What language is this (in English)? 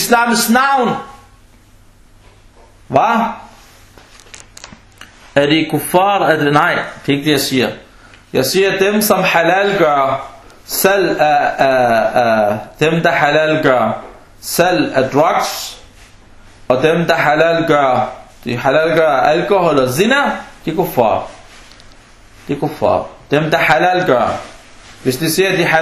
Danish